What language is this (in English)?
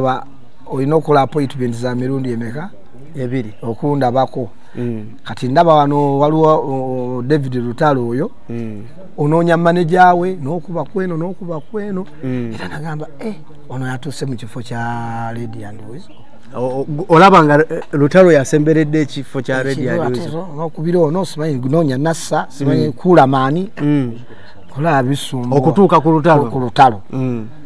Ganda